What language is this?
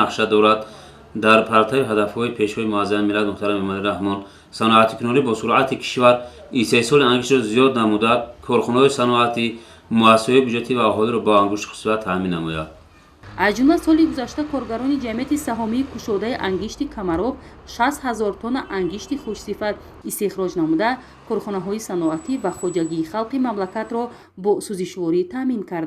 Tajik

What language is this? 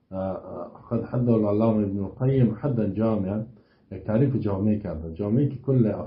Persian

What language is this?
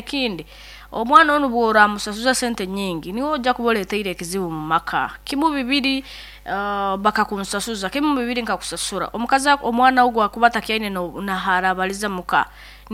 Nyoro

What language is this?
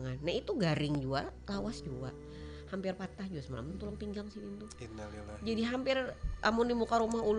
Banjar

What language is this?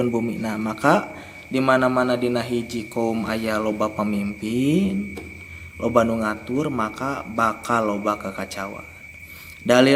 Sundanese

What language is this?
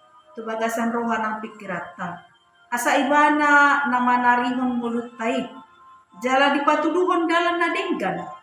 Batak Toba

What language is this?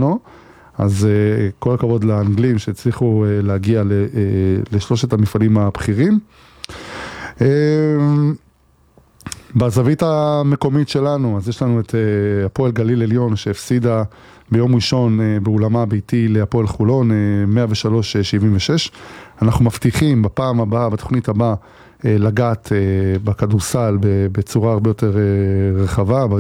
Hebrew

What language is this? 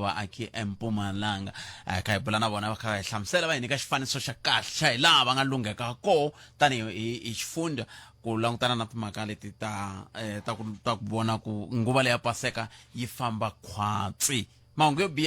Tsonga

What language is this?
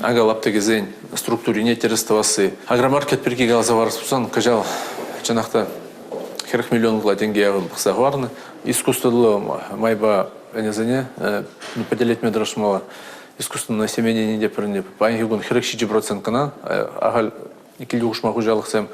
Chuvash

